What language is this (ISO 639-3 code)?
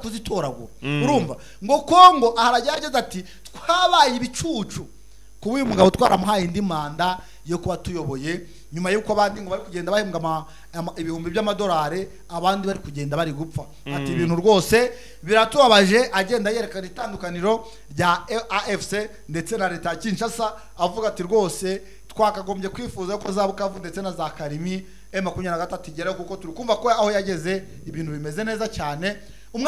kin